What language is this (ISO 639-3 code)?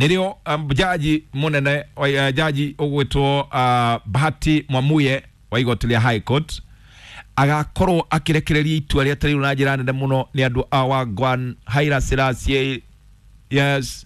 kik